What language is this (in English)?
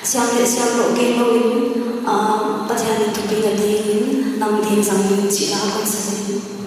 Paite Chin